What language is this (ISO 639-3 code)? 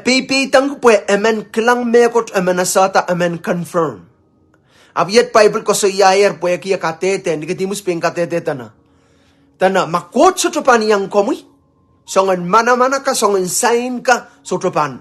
pon